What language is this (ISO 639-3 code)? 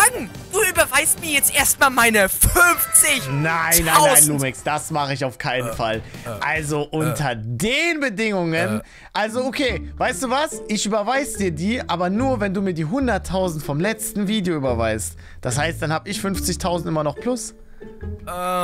deu